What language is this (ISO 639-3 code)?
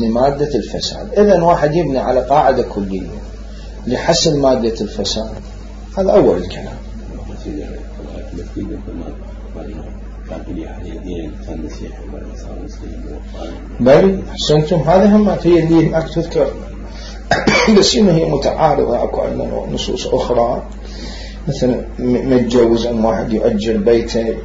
acm